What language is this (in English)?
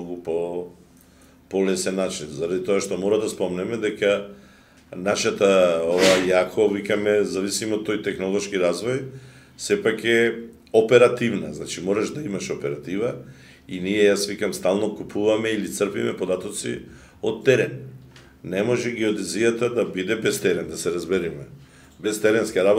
Macedonian